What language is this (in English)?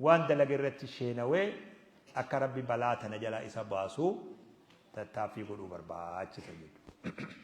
Oromo